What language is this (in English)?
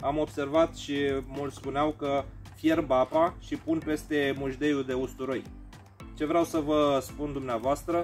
Romanian